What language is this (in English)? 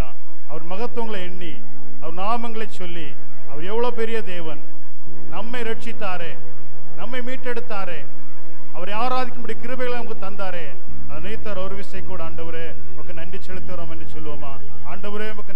Tamil